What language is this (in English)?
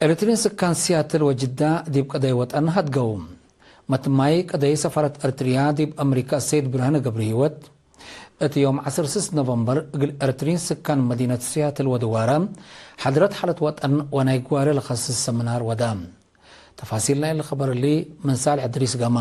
Tigre